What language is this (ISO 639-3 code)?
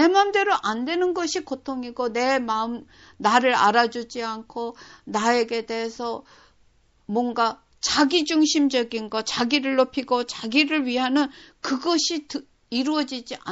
kor